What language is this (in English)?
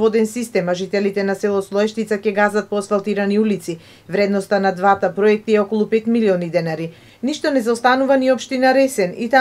Macedonian